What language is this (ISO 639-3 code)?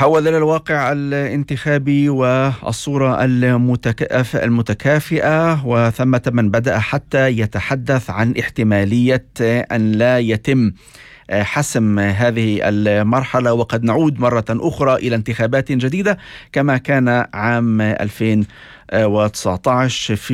apc